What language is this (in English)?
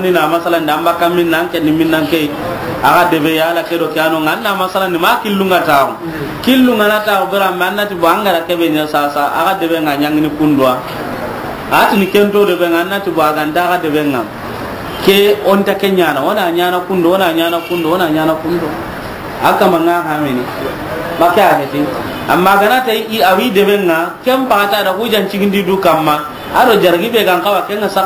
Soninke